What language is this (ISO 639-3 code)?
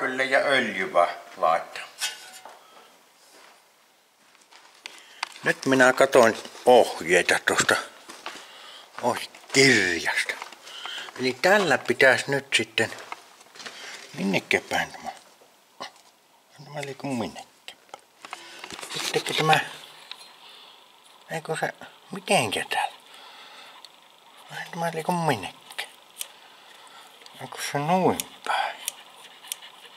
fin